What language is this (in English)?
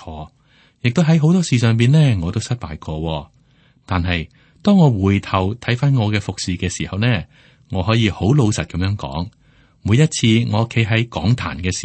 Cantonese